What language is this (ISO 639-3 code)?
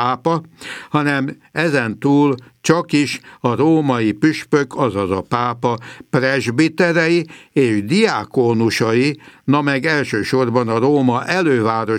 hun